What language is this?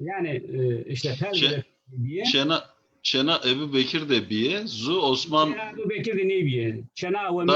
Zaza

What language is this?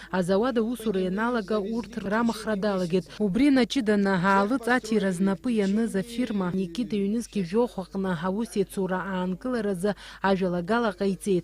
Abkhazian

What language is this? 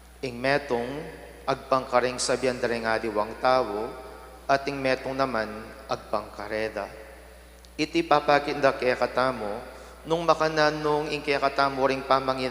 Pampanga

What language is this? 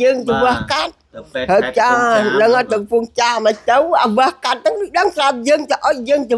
Khmer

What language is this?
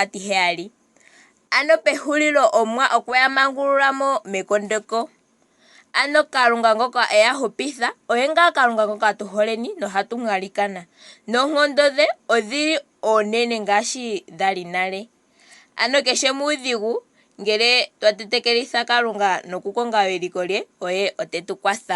Ndonga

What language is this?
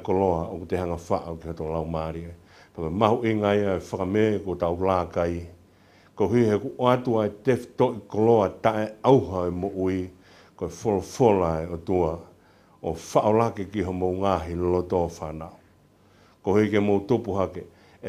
Tongan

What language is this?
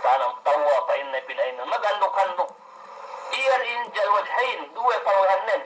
Yakan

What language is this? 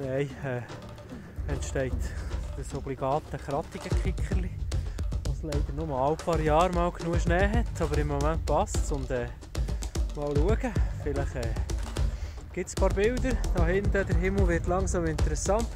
Swiss German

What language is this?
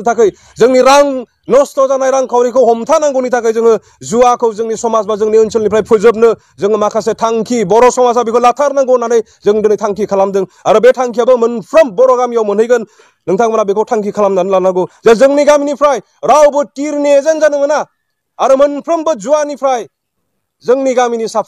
Bodo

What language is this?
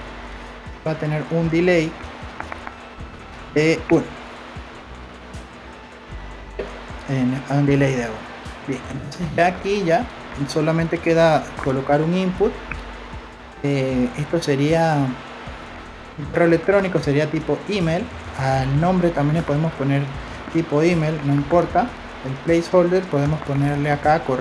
Spanish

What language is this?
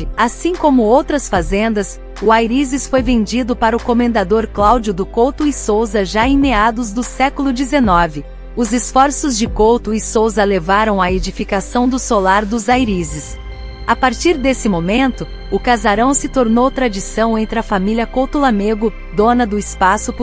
Portuguese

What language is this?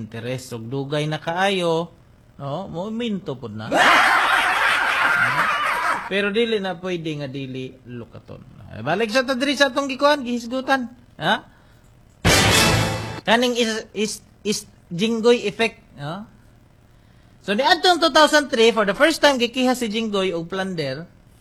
Cebuano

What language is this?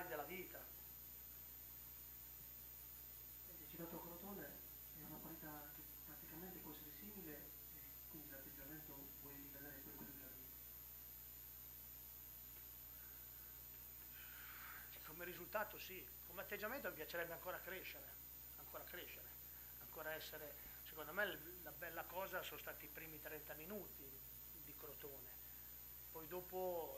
Italian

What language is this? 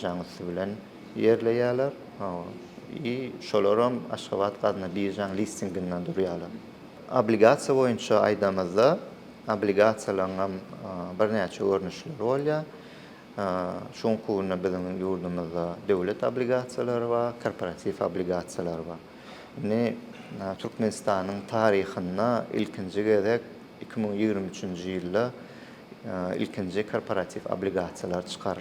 Turkmen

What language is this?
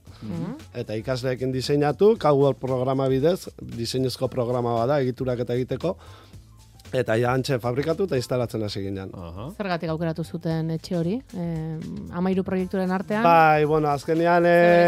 Basque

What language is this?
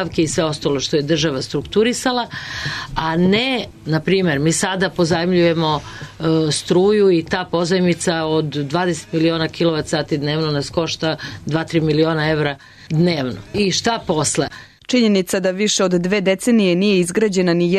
Serbian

